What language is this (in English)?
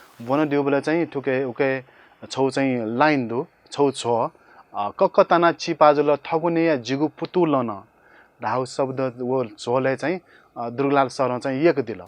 Newari